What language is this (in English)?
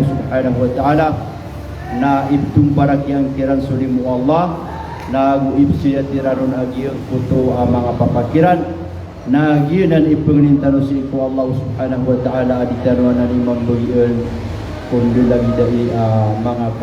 Maranao